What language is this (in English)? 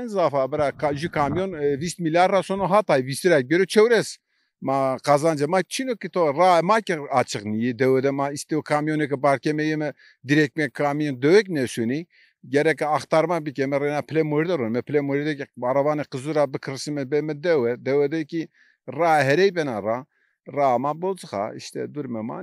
Zaza